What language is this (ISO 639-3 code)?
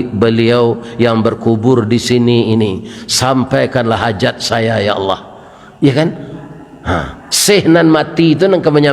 min